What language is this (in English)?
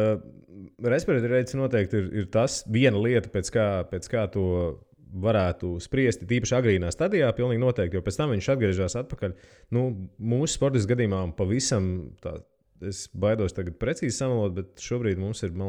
Latvian